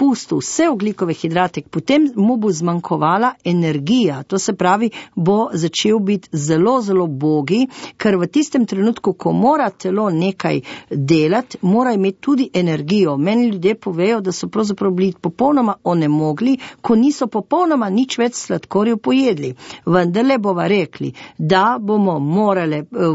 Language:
Slovenian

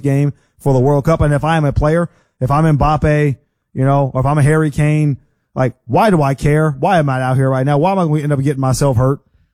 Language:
English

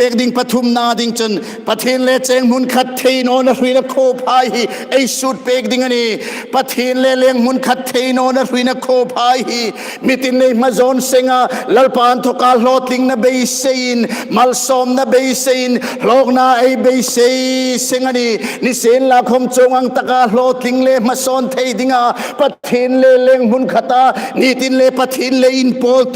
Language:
Hmar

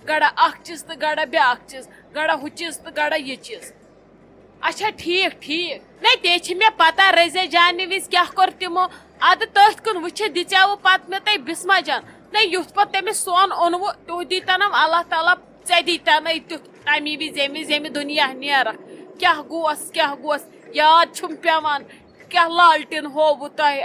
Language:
Kashmiri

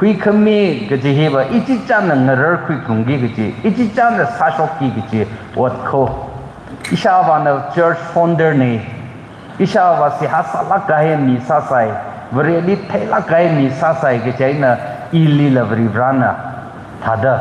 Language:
Tangkhul Naga (India)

